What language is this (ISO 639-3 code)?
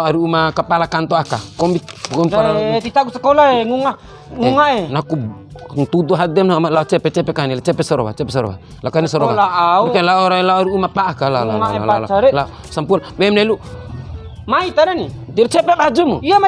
bhp